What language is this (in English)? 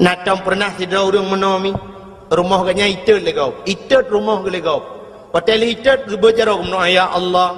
Achinese